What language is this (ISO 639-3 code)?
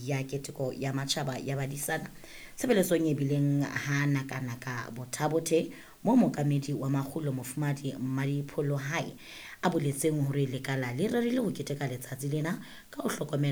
sot